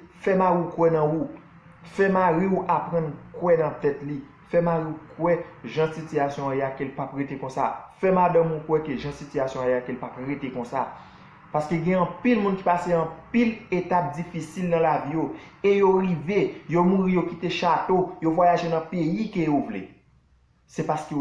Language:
Haitian Creole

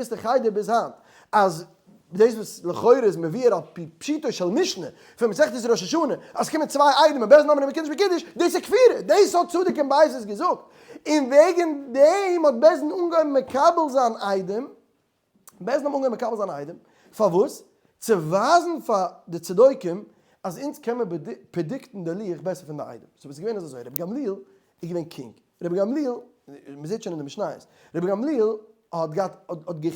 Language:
Yiddish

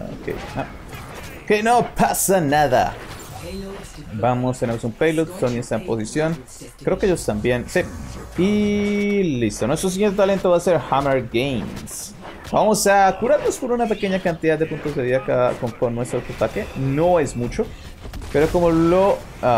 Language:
Spanish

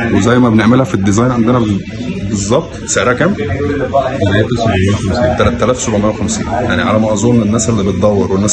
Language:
Egyptian Arabic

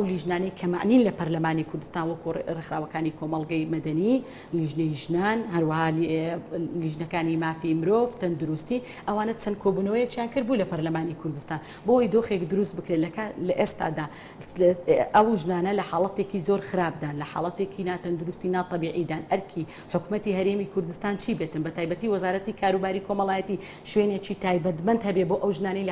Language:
Central Kurdish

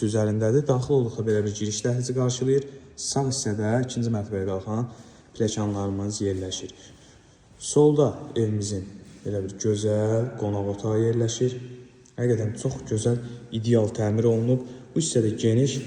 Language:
Azerbaijani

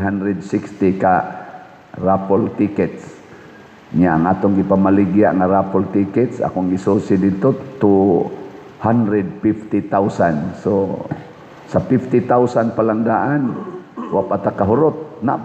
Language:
Cebuano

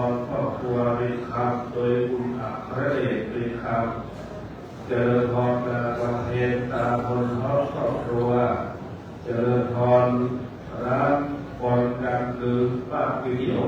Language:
Pali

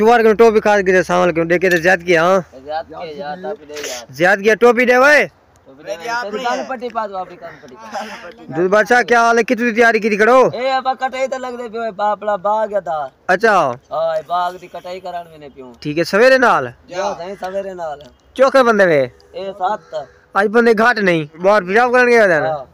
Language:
Saraiki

